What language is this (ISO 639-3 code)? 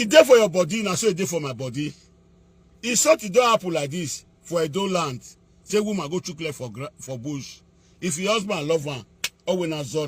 pcm